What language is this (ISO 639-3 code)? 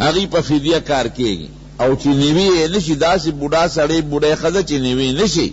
pus